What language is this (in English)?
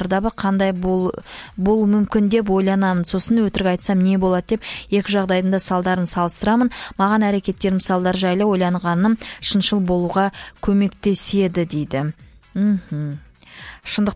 Kazakh